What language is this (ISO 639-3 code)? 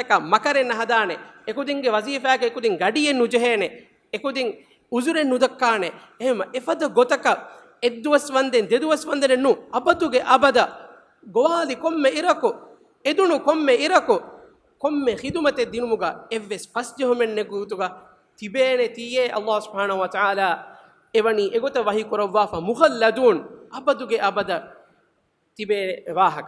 div